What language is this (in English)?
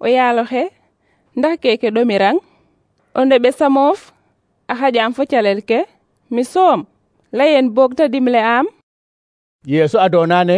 Serer